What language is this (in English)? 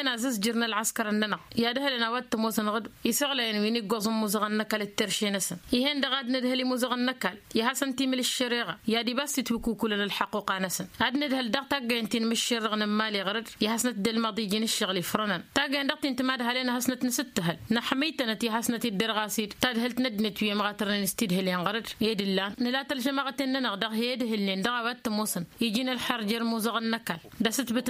Tamasheq